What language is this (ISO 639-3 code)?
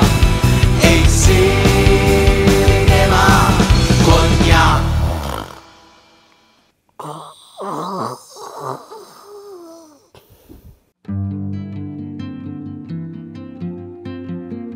mya